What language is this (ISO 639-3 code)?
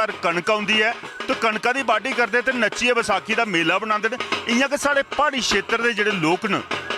doi